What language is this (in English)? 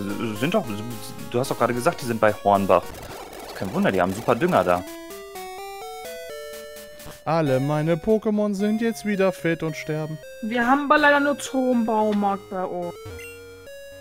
German